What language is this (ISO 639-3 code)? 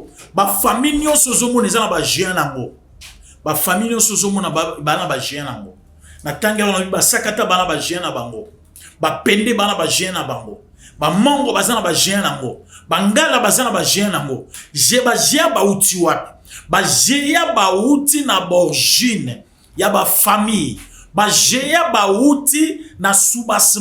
lin